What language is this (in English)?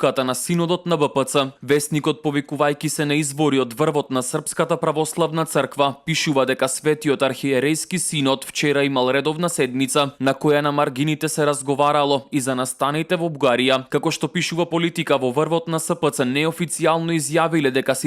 Macedonian